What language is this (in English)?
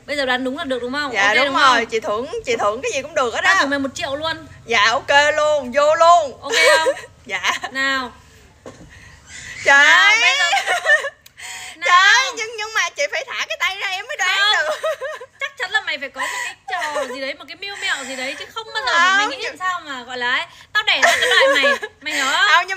Vietnamese